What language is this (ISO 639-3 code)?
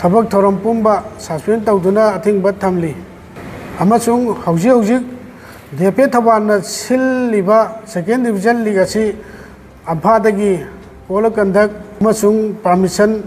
mni